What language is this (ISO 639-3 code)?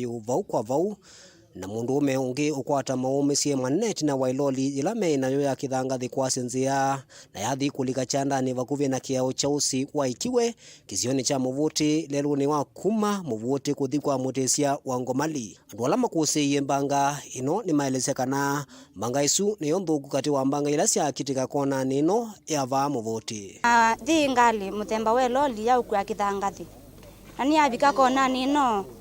kam